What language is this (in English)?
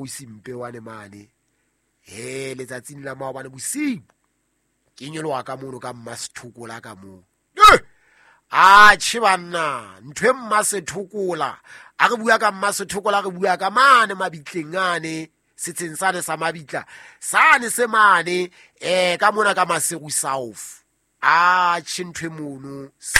Southern Sotho